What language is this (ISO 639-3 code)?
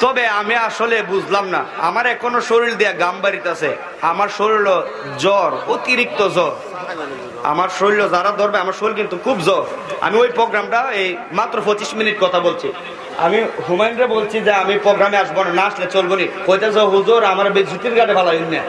syl